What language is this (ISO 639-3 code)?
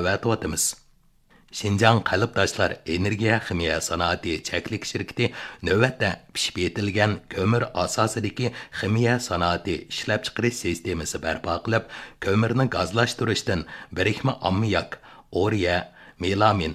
uig